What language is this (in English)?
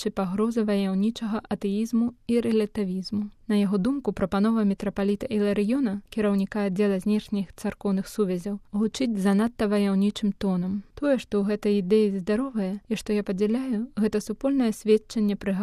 Belarusian